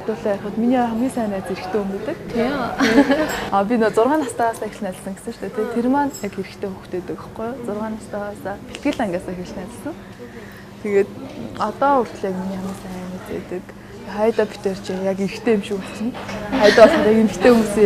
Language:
Mongolian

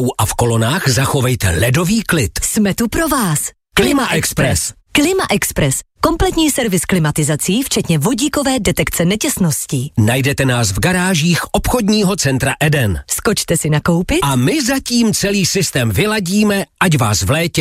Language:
Czech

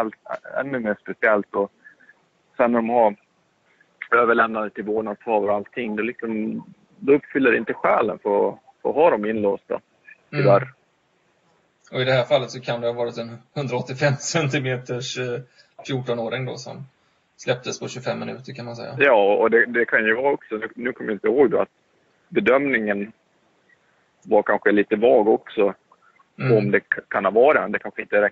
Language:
Swedish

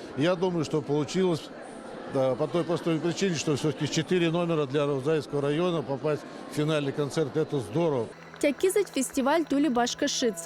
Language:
Erzya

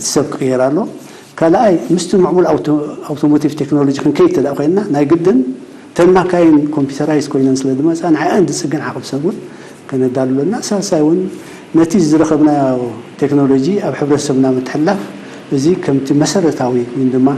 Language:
Tigrinya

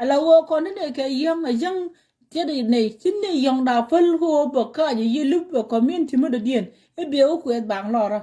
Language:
Nuer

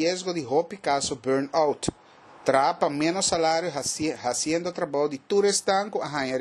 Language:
Papiamento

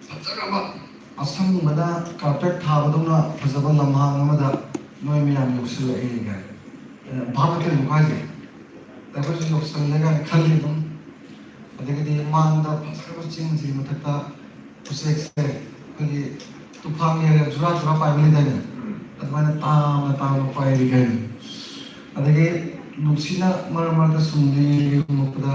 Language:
Manipuri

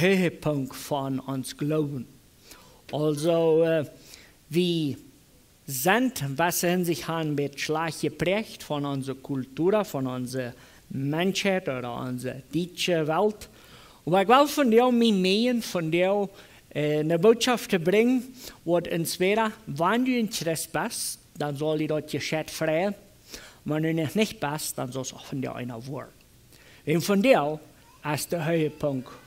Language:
Plautdietsch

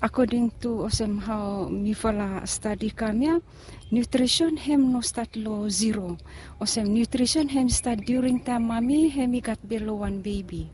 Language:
Bislama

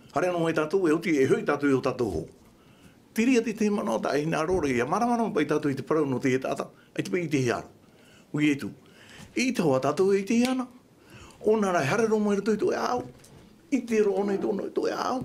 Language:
Tahitian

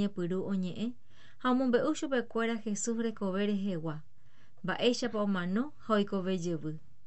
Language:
Guarani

